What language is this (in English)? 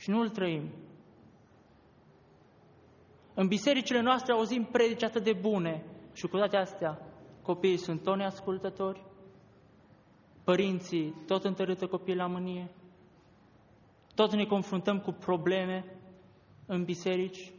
Romanian